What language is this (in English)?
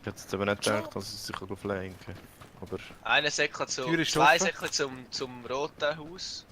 Swiss German